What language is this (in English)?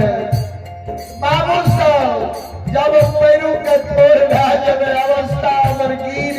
Maithili